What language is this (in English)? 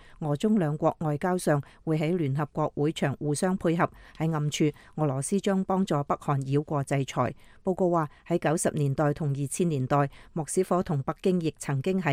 Cantonese